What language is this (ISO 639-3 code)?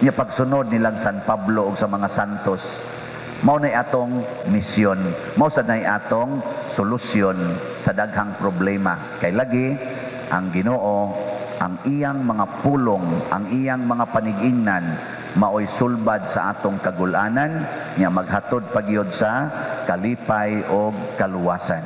ceb